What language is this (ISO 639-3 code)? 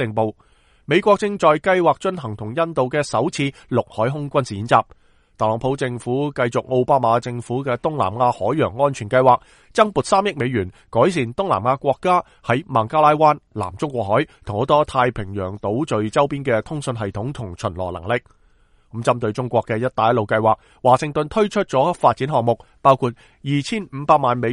yue